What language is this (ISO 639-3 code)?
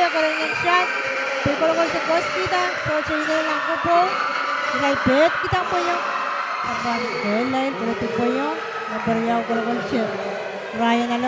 pon